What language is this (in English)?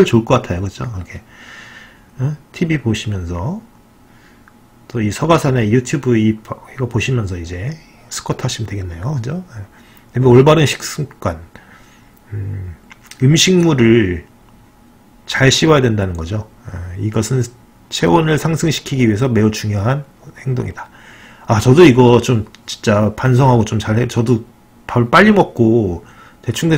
Korean